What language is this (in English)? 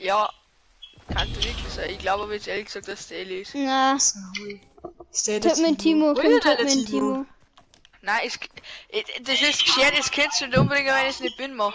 Bavarian